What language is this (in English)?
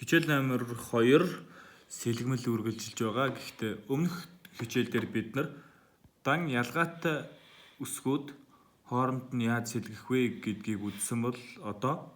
Mongolian